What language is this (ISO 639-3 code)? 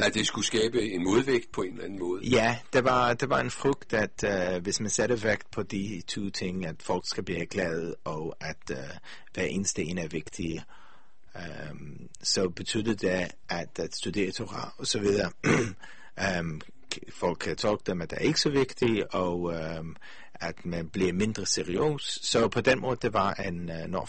dan